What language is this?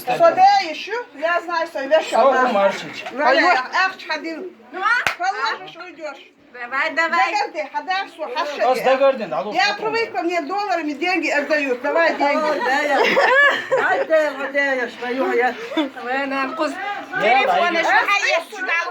Chechen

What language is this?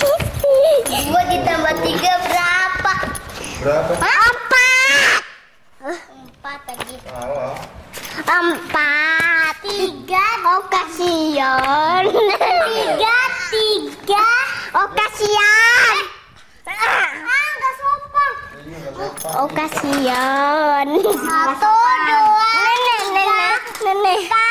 Indonesian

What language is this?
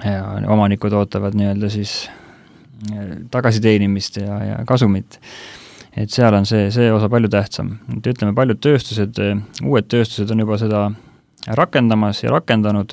Estonian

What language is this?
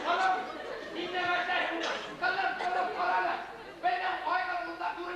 Bashkir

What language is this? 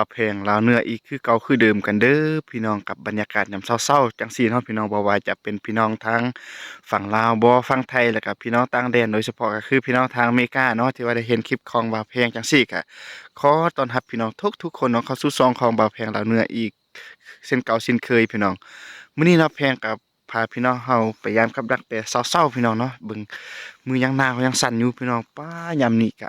Lao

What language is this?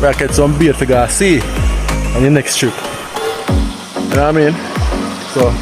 Jamaican Creole English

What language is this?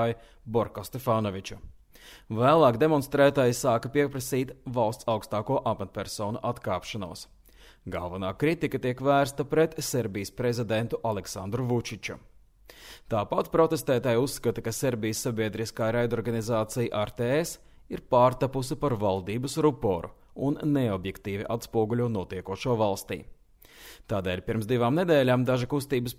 Latvian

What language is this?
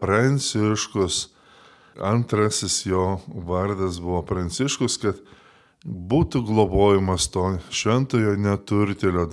Lithuanian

